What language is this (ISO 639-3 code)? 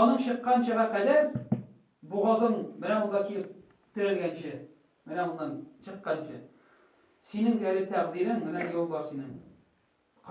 tat